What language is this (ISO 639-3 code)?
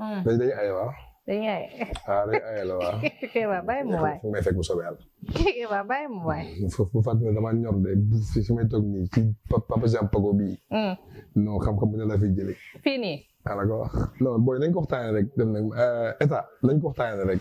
wol